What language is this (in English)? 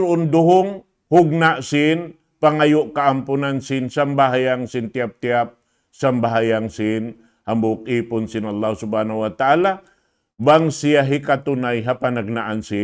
Tausug